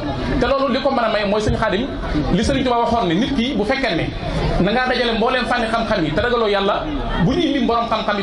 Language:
Wolof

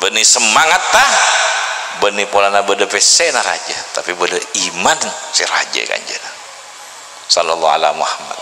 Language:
Madurese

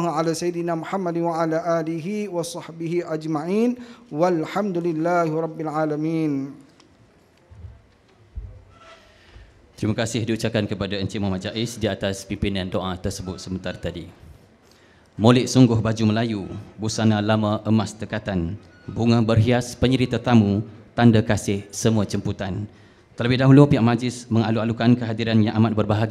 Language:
Malay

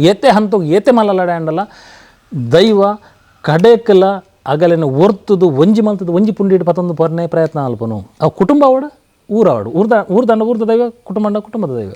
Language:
Tulu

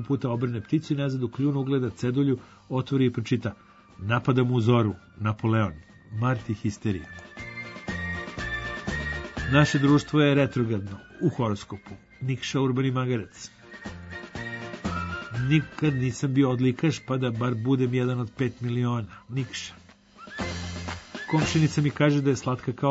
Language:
Serbian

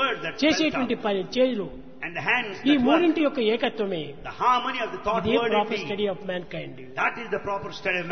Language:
Telugu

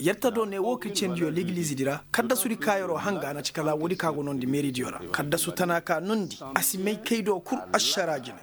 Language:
Koyraboro Senni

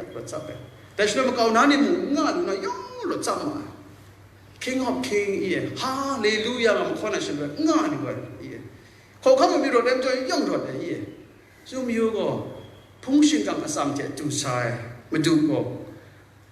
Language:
Kachin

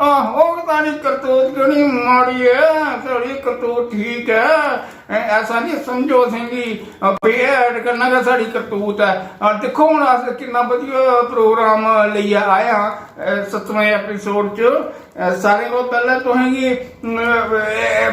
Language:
Dogri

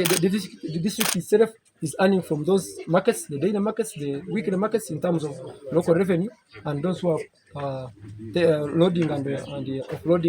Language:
Nyankole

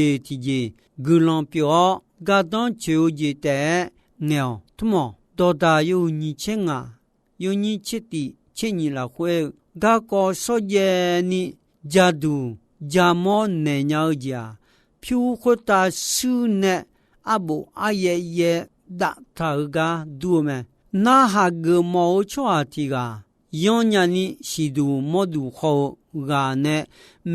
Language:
Akha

